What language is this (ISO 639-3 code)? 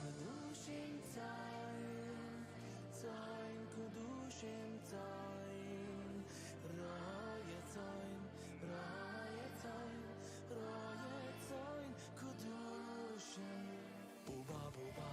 yid